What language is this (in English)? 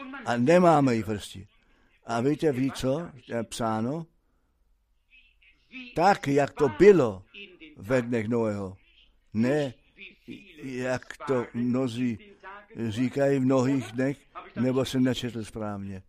Czech